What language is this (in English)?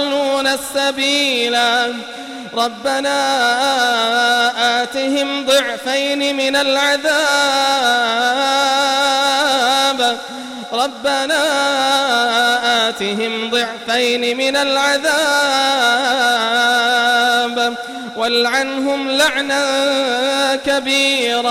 Arabic